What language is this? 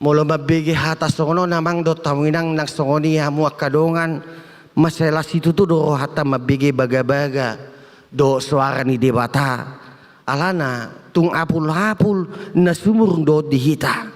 Batak Toba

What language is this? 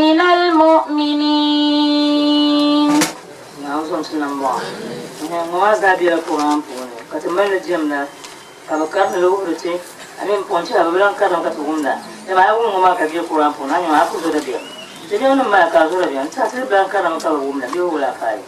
Dagbani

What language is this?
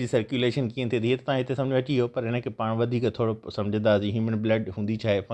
Sindhi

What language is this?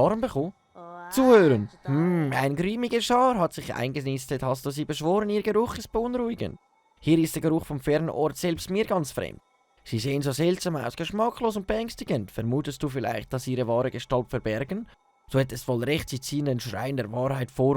Swiss German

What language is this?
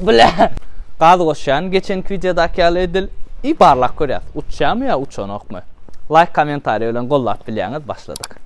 Turkmen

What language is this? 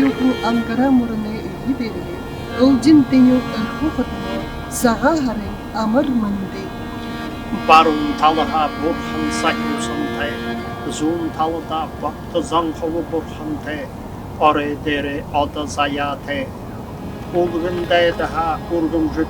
Buriat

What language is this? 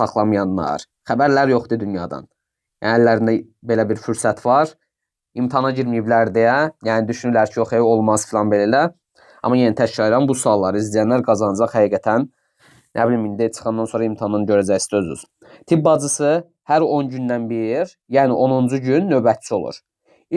Azerbaijani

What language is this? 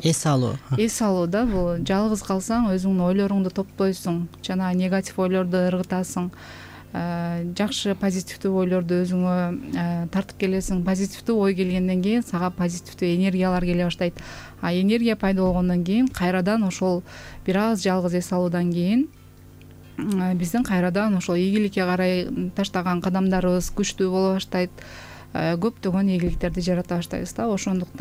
Kyrgyz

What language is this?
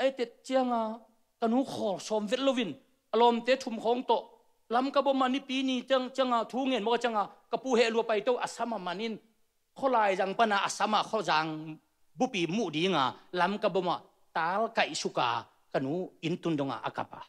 Tedim Chin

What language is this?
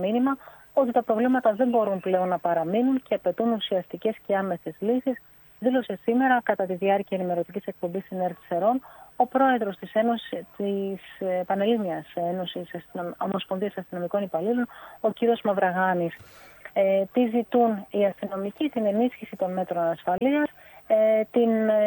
Greek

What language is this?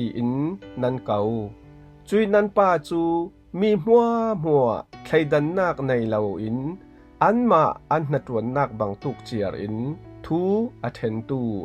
Falam Chin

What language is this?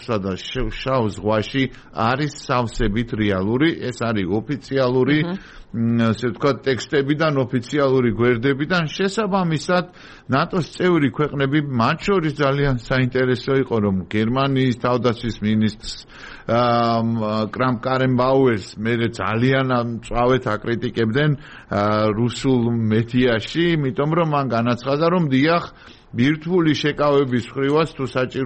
Georgian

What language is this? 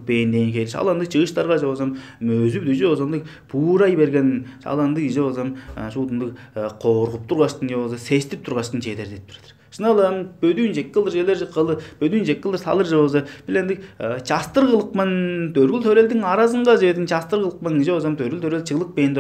Tuvinian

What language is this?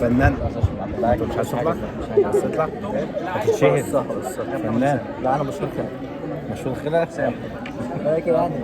Egyptian Arabic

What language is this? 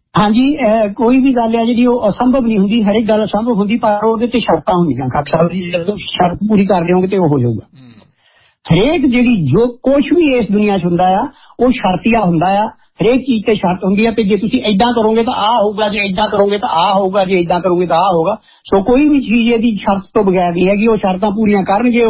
Punjabi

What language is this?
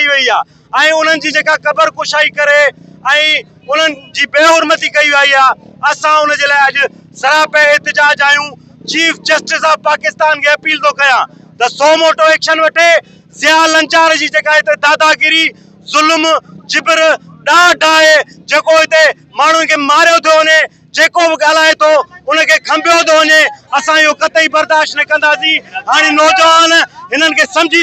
Sindhi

